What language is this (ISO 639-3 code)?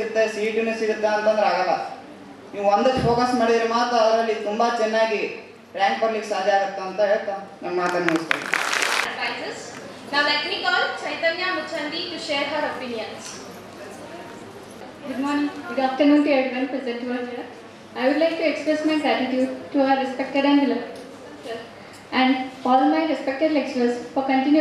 kan